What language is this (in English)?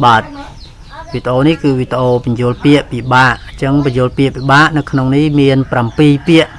Khmer